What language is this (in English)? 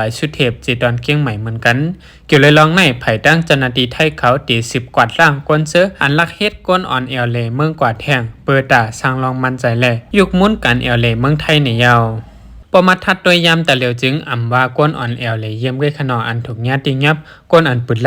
Shan